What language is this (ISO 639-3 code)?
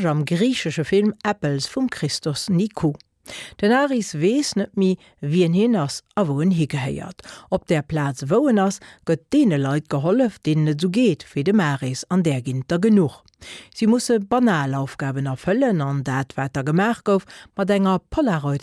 ltz